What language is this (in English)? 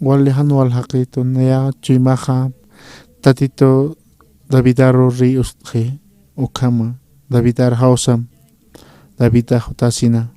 Aymara